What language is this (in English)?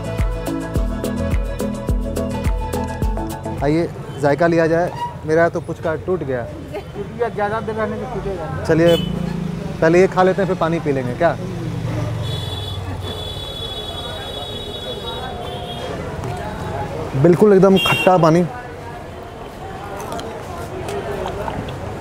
Hindi